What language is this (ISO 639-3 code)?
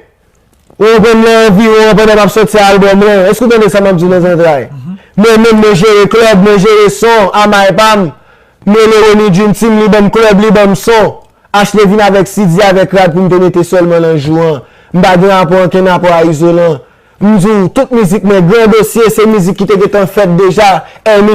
hat